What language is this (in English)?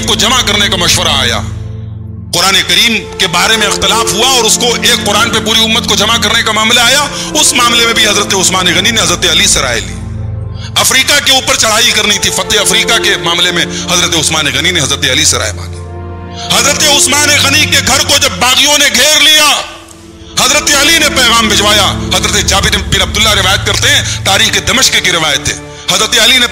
Urdu